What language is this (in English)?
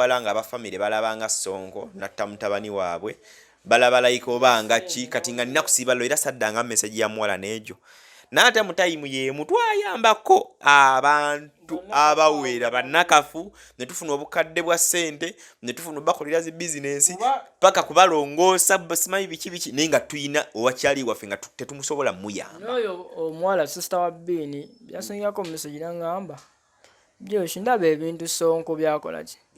Ganda